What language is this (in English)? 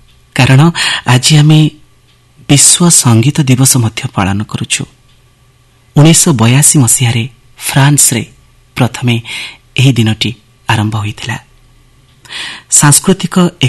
Odia